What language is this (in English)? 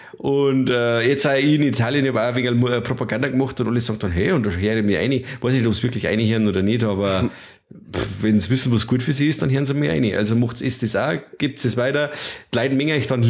Bavarian